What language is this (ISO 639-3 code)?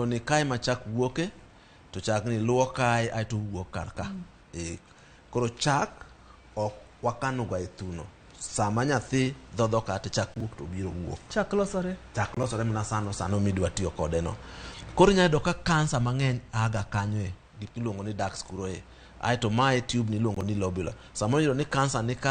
luo